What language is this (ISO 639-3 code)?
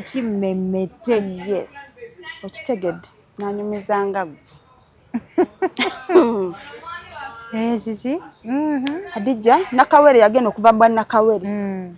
lug